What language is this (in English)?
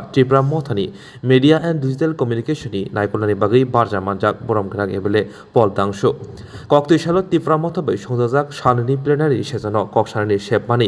Kok Borok